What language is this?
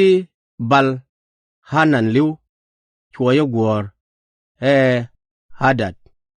Nuer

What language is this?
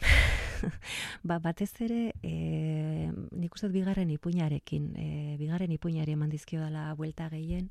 Basque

